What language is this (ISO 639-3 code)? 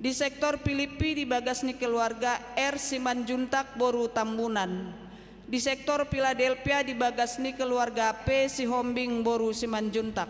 bbc